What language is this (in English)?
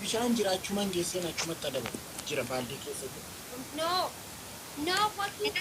Oromo